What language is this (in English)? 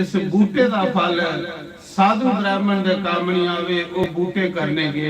Dogri